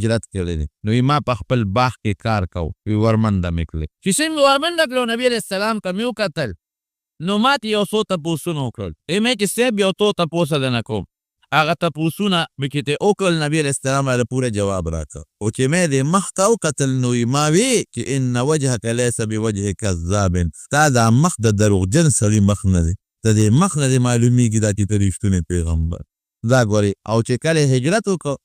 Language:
Pashto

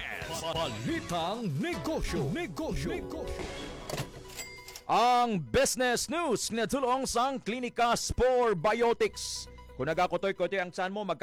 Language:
Hiligaynon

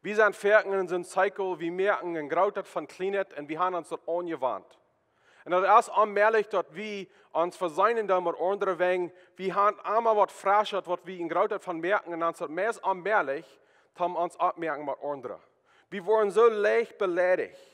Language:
Plautdietsch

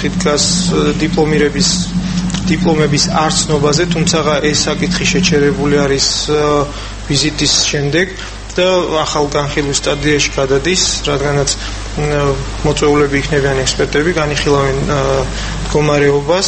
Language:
Georgian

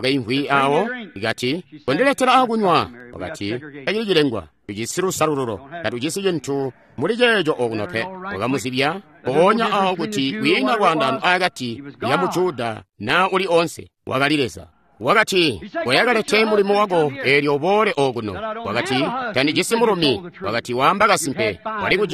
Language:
Tonga (Zambia)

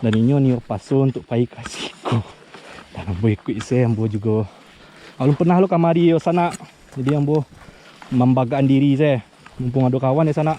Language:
Minangkabau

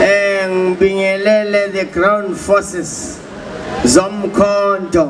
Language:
Zulu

